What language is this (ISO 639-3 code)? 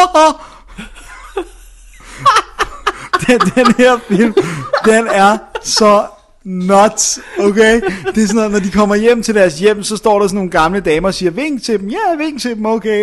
dan